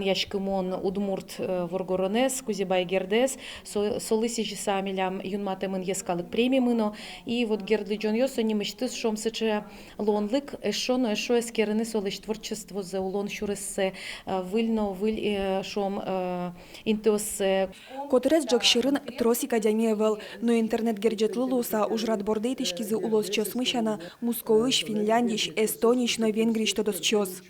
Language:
Udmurt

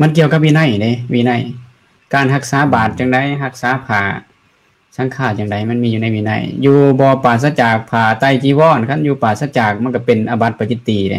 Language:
Lao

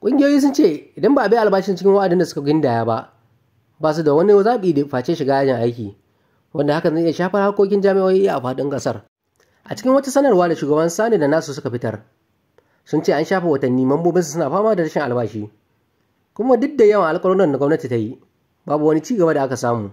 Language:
Hausa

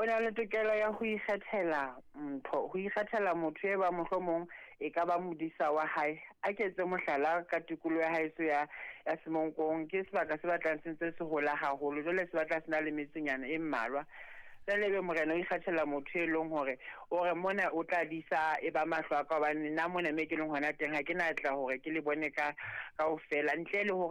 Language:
Southern Sotho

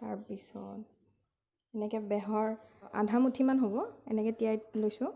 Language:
Assamese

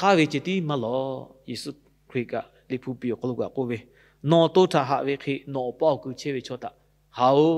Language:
Lahu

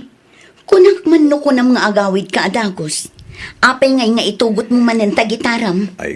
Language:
Iloko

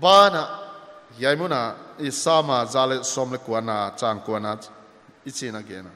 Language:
Paite Chin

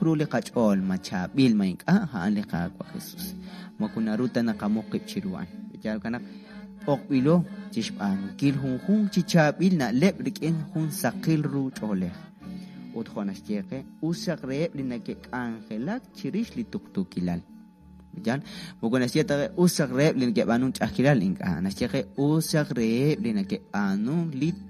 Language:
Kekchí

